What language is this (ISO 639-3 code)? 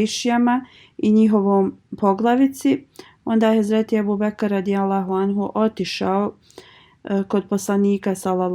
bos